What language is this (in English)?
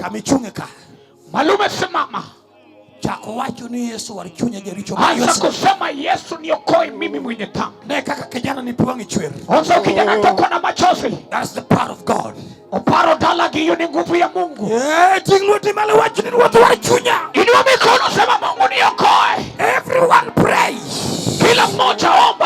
Luo (Kenya and Tanzania)